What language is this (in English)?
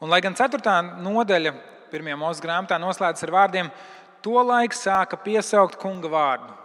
Latvian